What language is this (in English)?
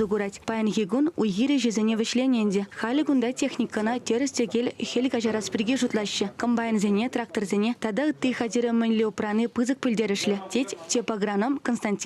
Chuvash